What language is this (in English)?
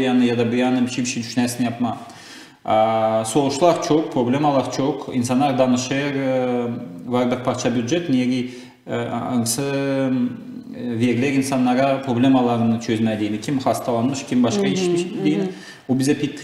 Gagauz